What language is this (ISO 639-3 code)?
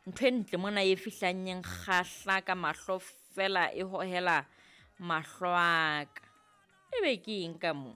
sot